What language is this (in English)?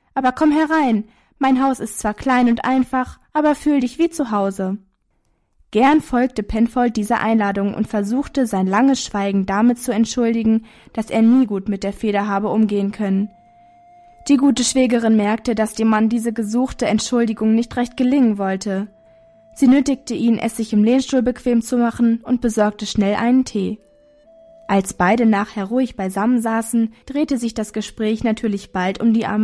German